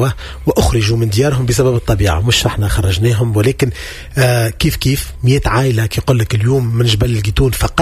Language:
Tunisian Arabic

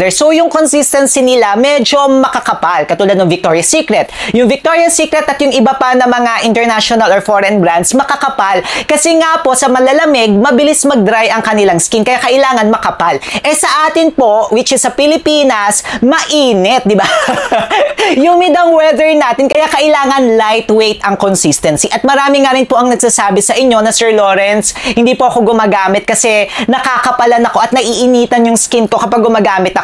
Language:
Filipino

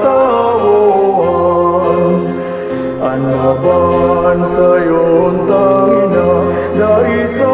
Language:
Bikol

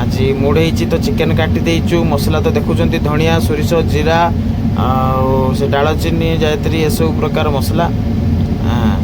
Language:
Odia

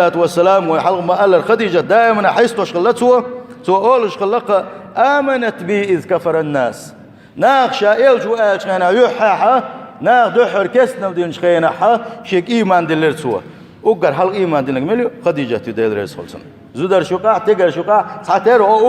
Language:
Chechen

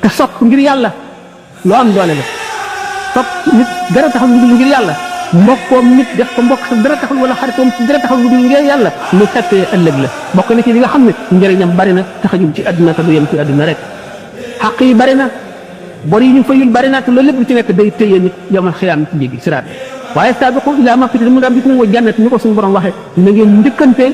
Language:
Wolof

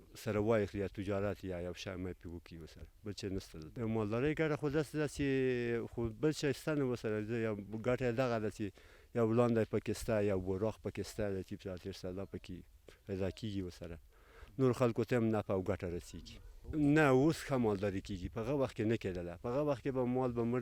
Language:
Pashto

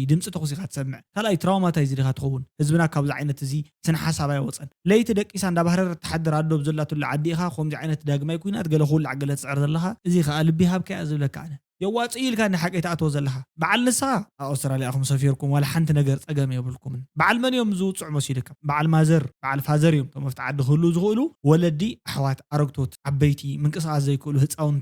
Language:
Tigrinya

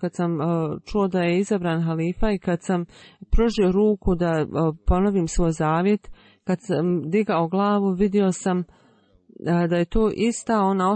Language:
Bosnian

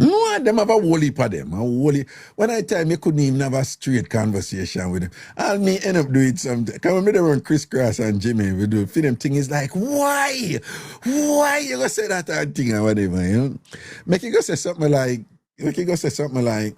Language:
Jamaican Creole English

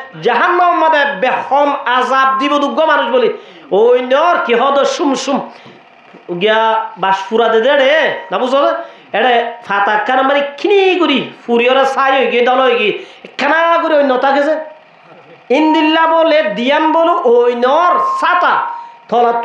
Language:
Rohingya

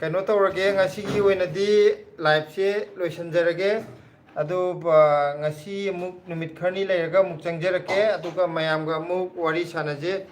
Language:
Manipuri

